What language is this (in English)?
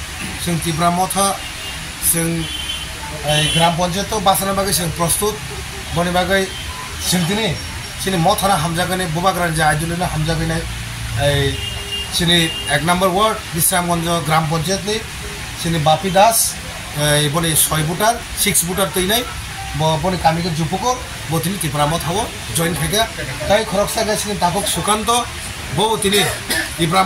Kok Borok